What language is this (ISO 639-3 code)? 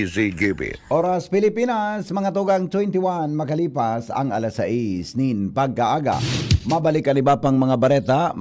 bik